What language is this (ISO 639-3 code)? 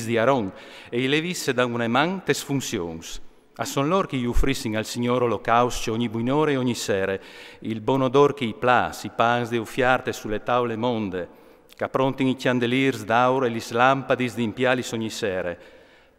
fur